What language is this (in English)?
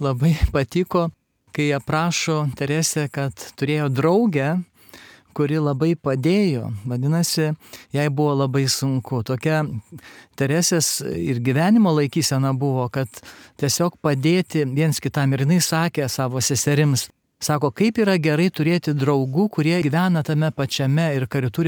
Lithuanian